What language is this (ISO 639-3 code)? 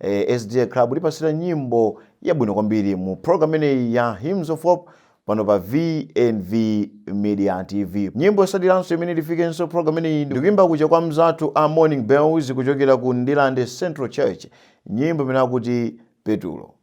nya